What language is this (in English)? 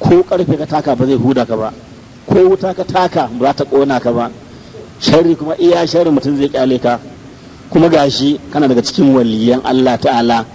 Hausa